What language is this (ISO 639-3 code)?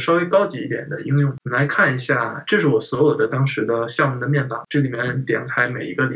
zho